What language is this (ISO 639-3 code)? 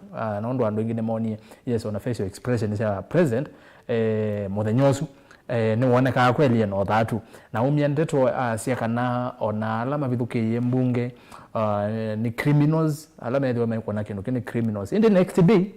kam